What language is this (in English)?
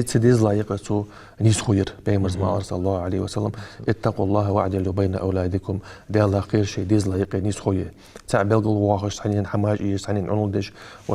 Ingush